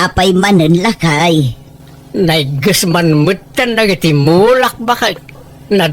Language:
Iloko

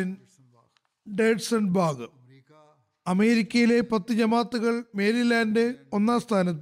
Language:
Malayalam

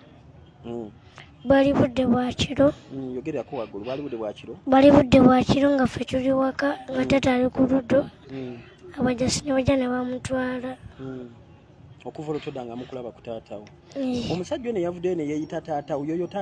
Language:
Ganda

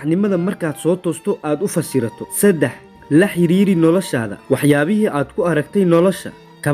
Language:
Somali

